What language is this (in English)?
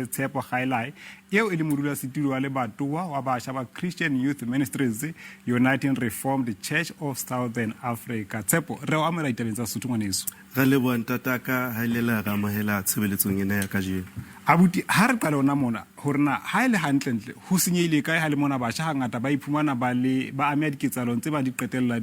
Southern Sotho